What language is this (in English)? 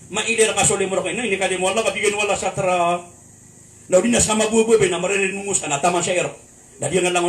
Maranao